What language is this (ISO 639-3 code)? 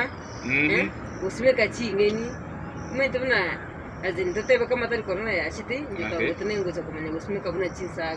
guz